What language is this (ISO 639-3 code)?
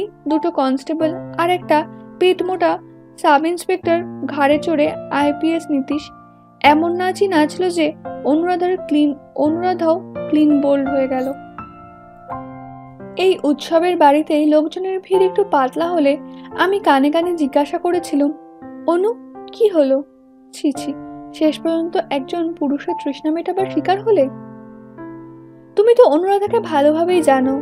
ben